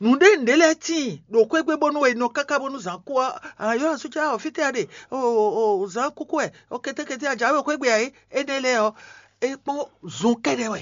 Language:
Fon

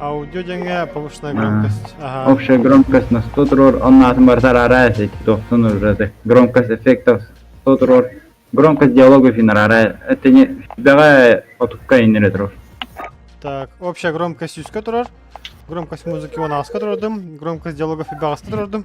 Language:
Yakut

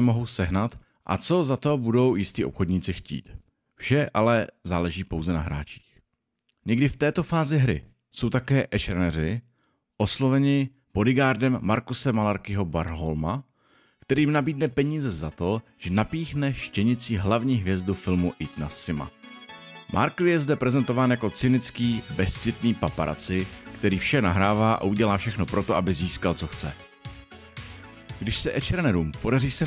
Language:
Czech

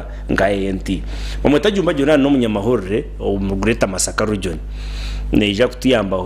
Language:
Nyankole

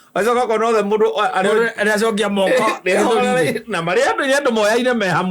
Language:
Kikuyu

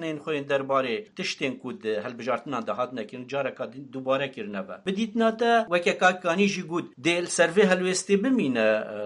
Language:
Kurdish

